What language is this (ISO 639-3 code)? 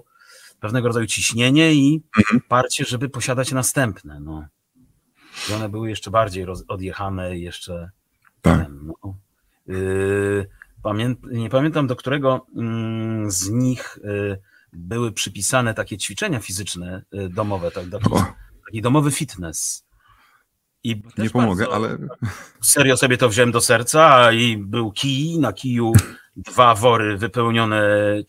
pol